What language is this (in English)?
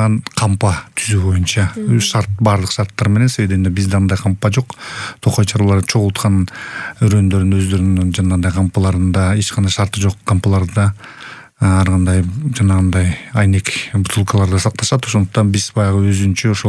Kyrgyz